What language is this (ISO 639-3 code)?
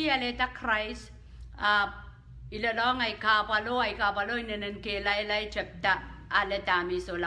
pon